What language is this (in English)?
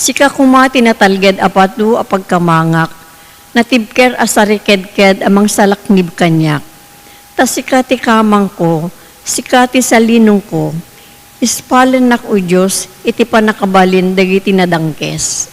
Iloko